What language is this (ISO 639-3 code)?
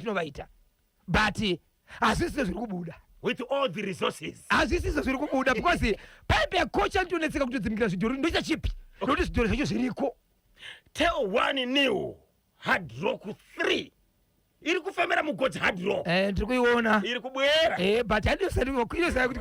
sna